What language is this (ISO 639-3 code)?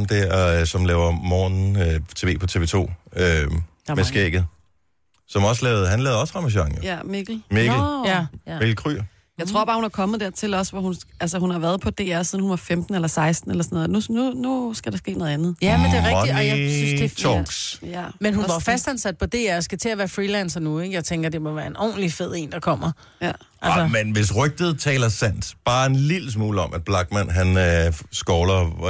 dan